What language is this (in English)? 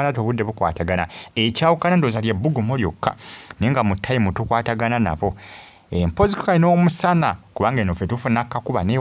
Ganda